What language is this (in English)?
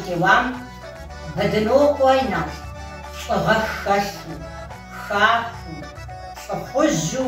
Kabardian